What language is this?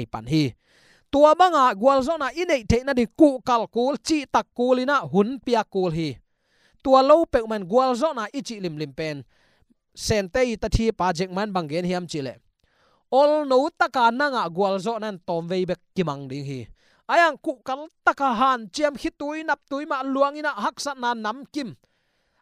Tedim Chin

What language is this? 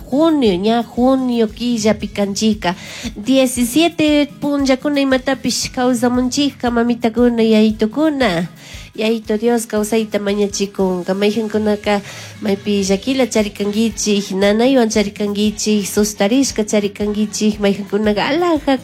Chimborazo Highland Quichua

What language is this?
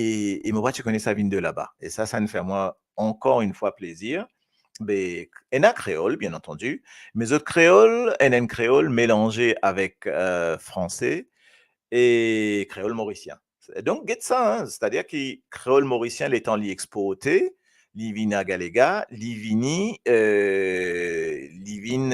Morisyen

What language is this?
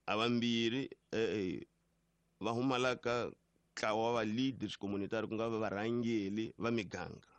Tsonga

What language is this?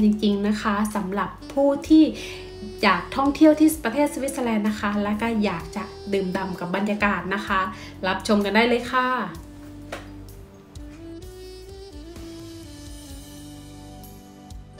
Thai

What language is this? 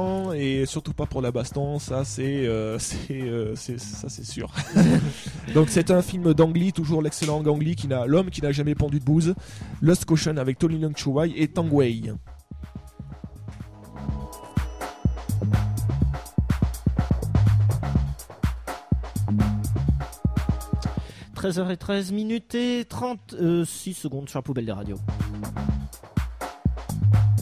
French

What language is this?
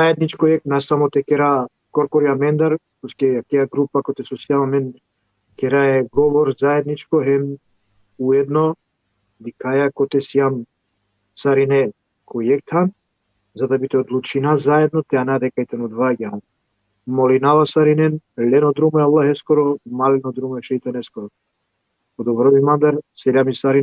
Balkan Romani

